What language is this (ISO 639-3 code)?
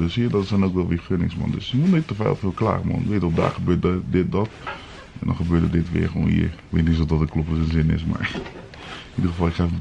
nld